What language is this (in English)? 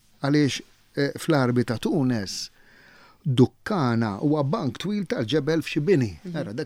Maltese